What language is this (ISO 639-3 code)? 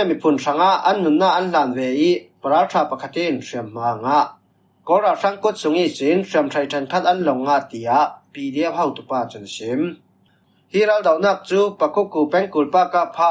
cfm